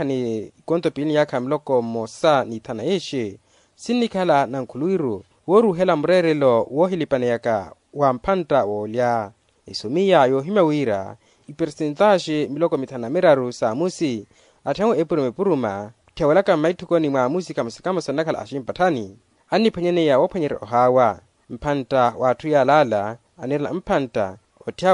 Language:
Makhuwa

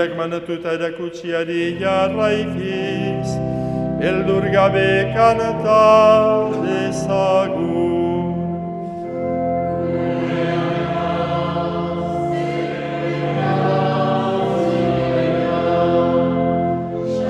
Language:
Basque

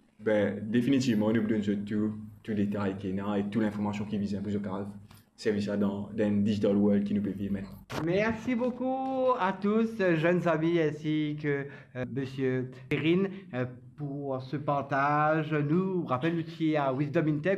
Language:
Morisyen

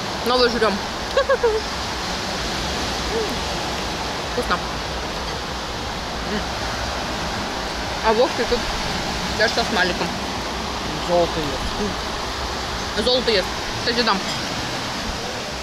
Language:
Russian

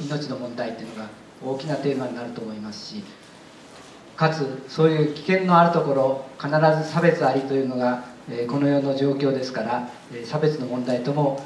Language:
Japanese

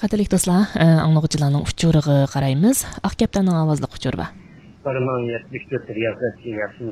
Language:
Uyghur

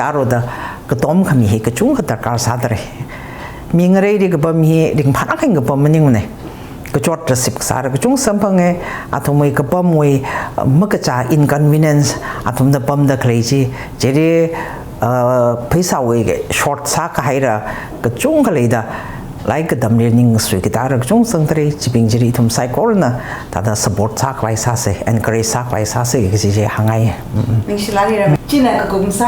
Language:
Tangkhul Naga (India)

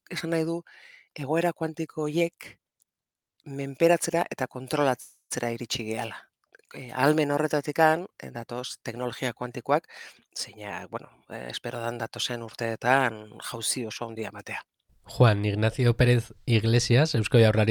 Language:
Basque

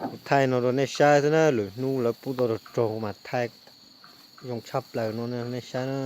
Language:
Hmong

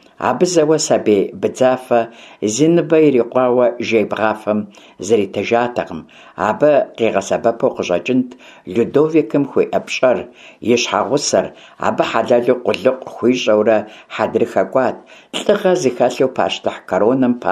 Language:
Kabardian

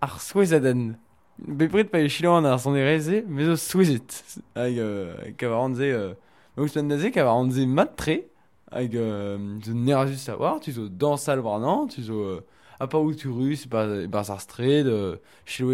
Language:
Breton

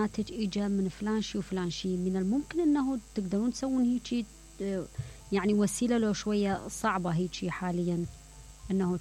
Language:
Mesopotamian Arabic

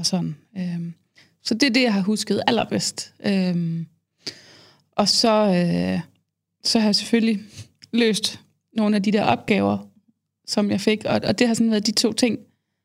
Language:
Danish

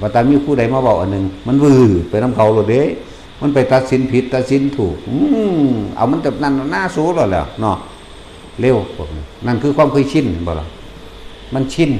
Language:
Lao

